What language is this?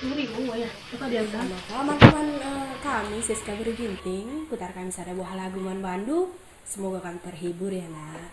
Batak Karo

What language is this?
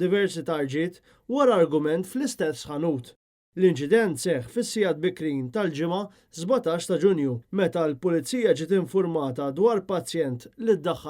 Maltese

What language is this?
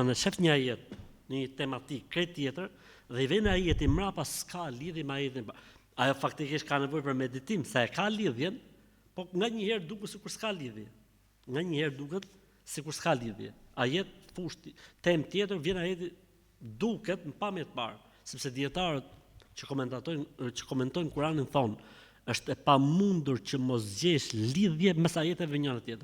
Albanian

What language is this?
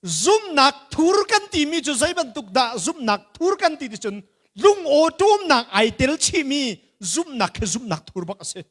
Hakha Chin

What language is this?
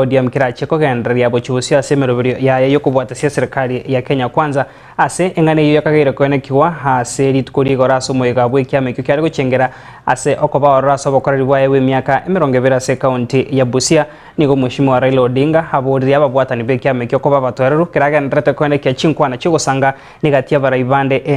Gusii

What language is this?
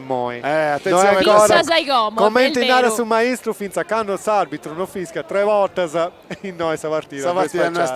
Sardinian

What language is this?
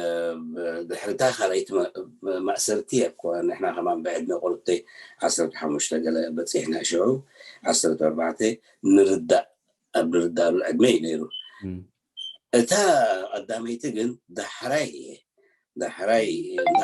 Tigrinya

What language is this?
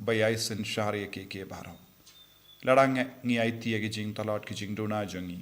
Khasi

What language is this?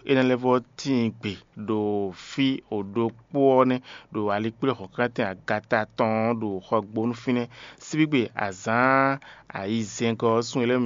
Fon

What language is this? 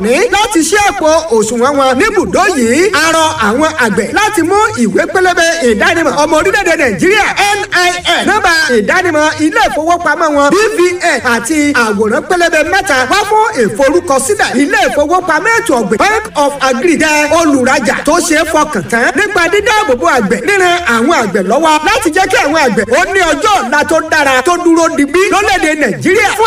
Yoruba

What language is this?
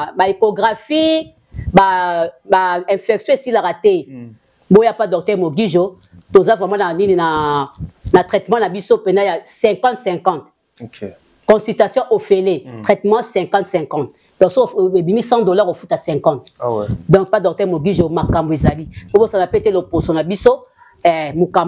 Lingala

